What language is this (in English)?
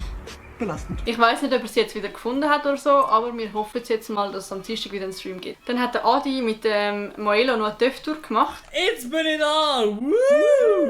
Swiss German